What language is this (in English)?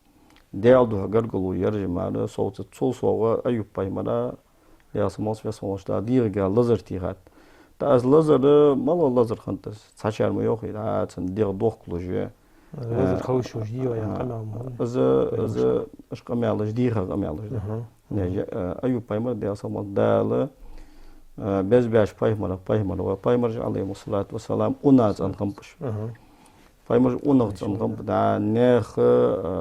Ingush